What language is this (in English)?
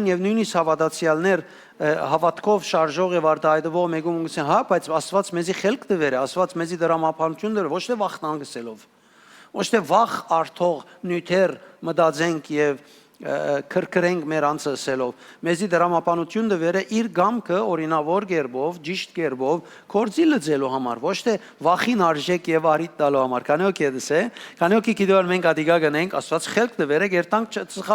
Western Armenian